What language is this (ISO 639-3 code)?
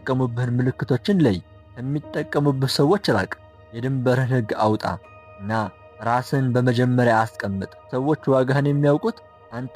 amh